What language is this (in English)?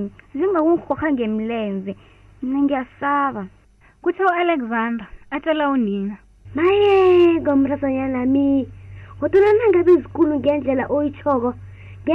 South Ndebele